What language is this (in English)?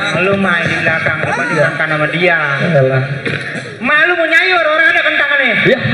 Betawi